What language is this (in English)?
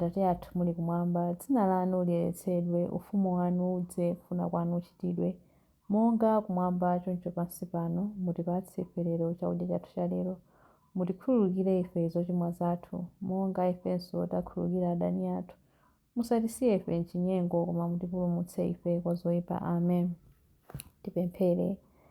Nyanja